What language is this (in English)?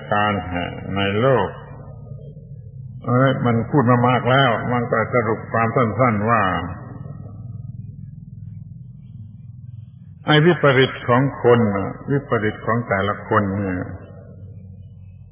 Thai